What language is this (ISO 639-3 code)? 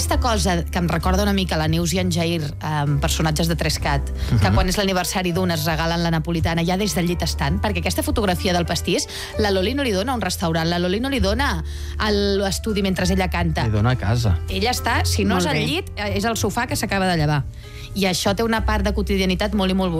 cat